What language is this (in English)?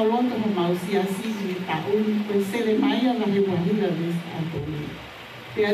Tongan